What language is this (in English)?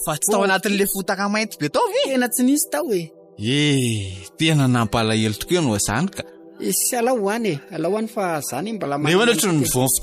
Malagasy